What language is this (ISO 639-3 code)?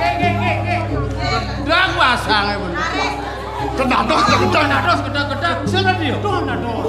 ban